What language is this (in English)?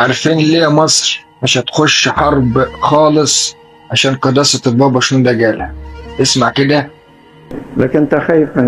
Egyptian Arabic